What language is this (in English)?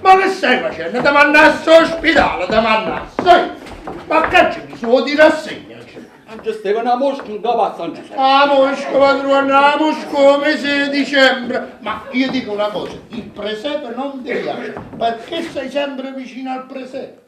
Neapolitan